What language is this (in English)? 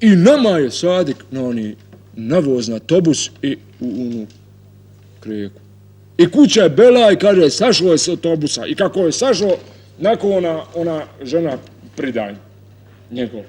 Bosnian